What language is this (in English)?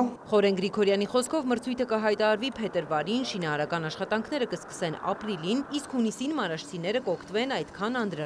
Armenian